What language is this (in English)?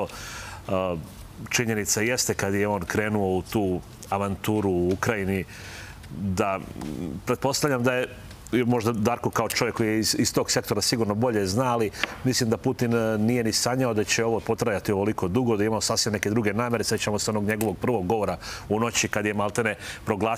Serbian